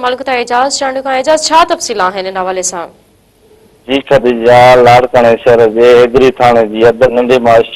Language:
Sindhi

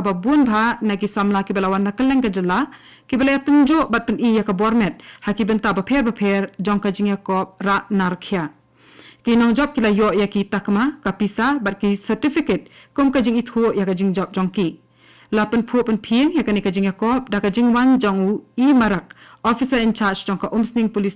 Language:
Khasi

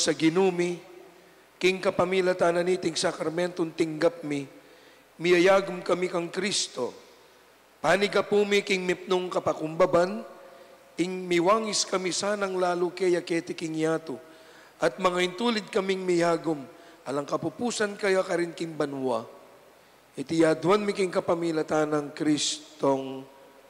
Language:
Pampanga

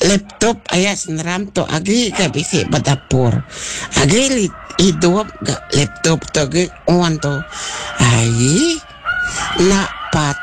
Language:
Iban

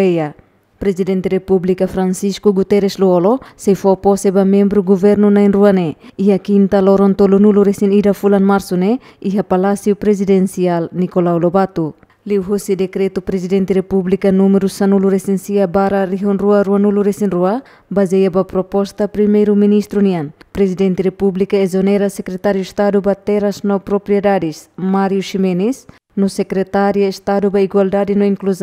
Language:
Tetum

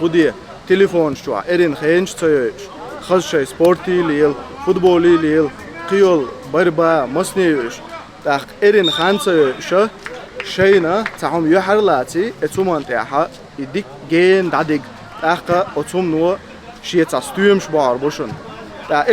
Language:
Chechen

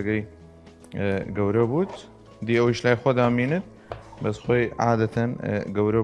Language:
Southern Kurdish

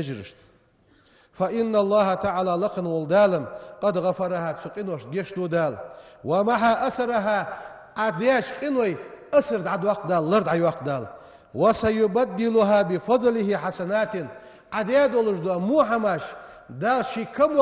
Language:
Ingush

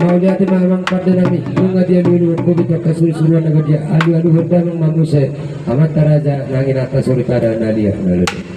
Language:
Batak Toba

